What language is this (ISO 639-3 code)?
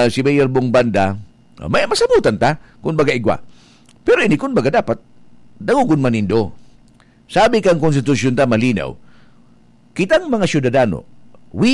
bik